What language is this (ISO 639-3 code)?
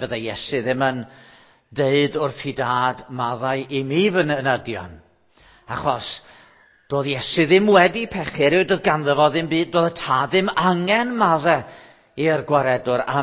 cym